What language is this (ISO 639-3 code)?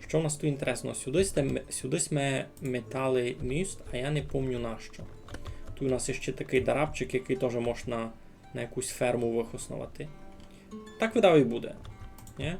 rue